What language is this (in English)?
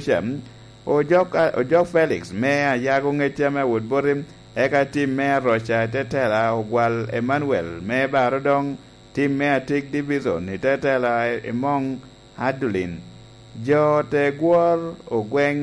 Lango (Uganda)